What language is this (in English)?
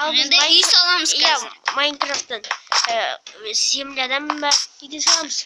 Kazakh